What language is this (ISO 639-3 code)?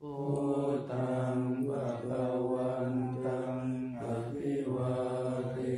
pli